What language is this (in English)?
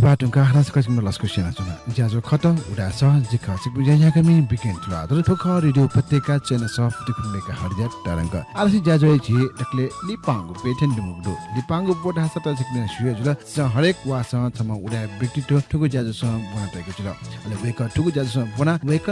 Newari